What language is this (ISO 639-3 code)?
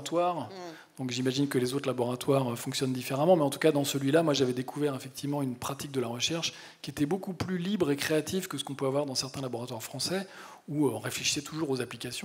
fra